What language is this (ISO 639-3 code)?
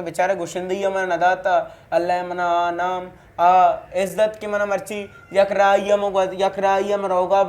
bgp